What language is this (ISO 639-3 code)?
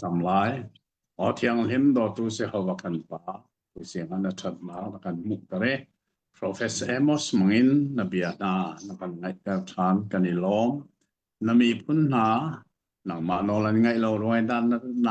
cnh